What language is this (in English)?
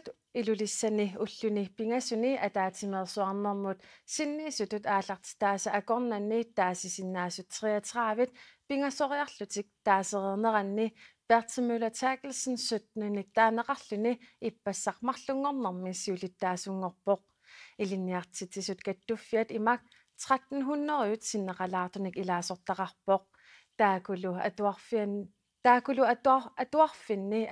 Kalaallisut